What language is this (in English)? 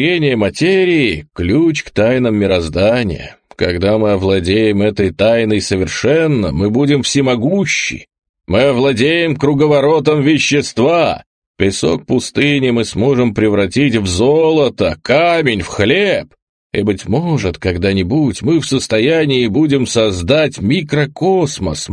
Russian